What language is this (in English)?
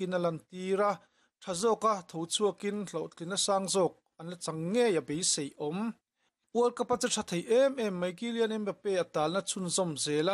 Mizo